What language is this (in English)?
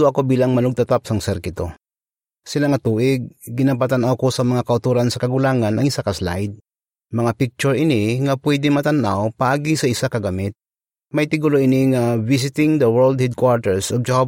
Hiligaynon